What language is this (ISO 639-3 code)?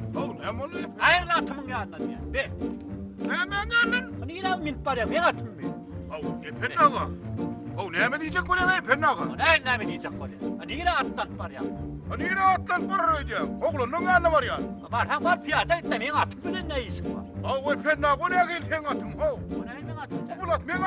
tuk